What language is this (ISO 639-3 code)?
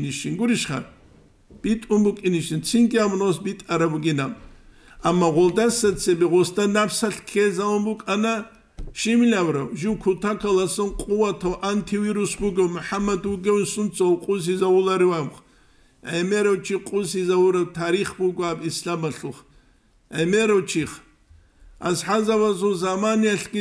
ava